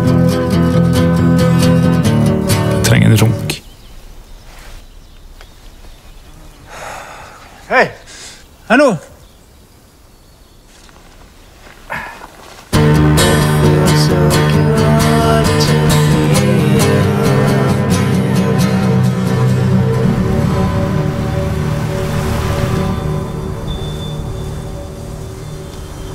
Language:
Norwegian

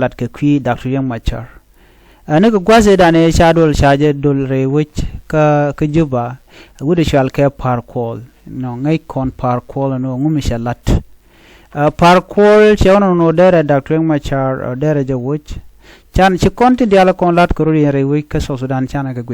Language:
Nuer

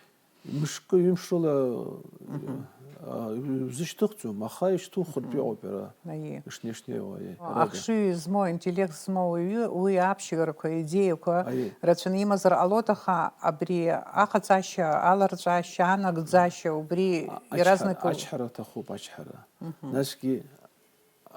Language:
Abkhazian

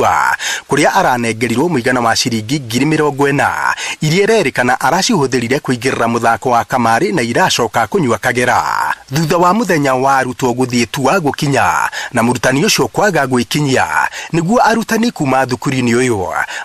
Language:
Kikuyu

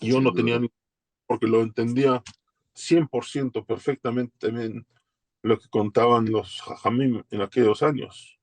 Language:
Ladino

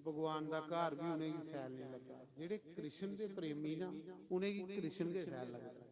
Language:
Dogri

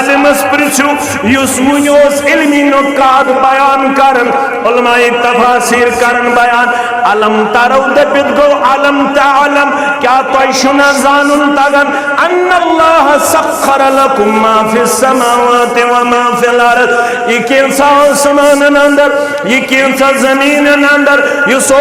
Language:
Kashmiri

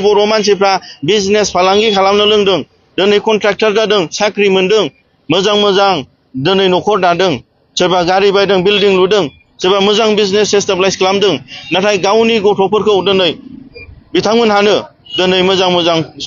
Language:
Bodo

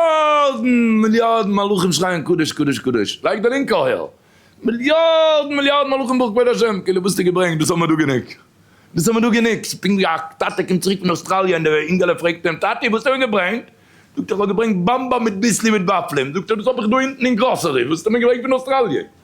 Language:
Yiddish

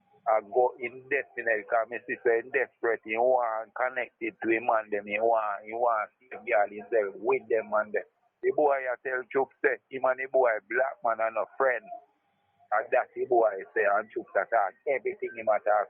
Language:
Jamaican Creole English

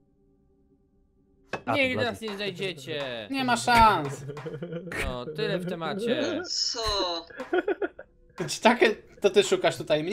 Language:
Polish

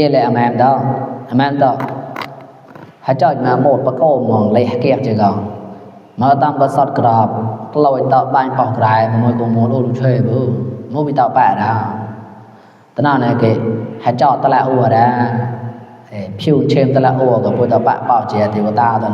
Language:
Mon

